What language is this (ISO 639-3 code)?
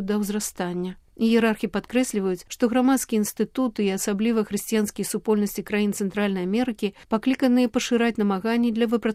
bel